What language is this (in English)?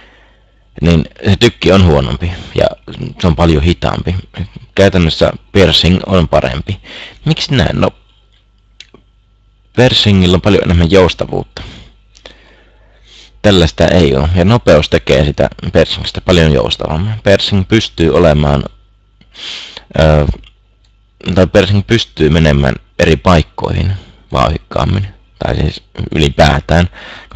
Finnish